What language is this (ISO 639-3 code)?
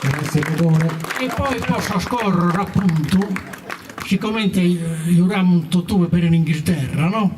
srd